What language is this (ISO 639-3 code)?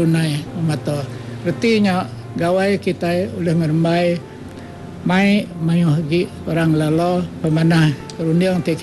iba